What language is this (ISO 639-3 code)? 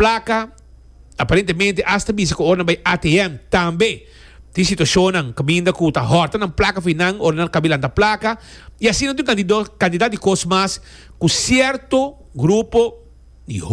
pap